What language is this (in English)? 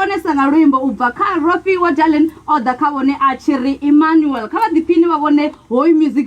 Venda